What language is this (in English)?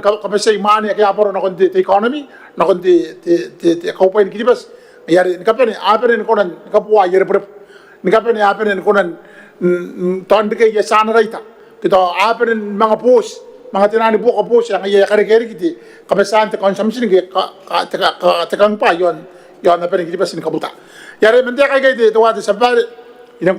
Gilbertese